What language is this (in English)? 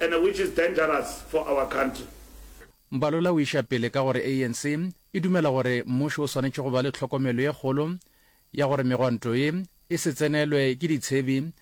Northern Sotho